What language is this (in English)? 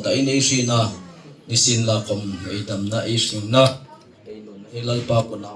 Hmar